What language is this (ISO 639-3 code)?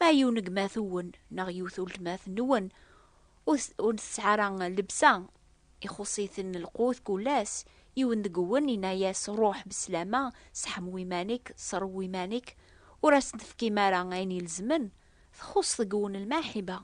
kab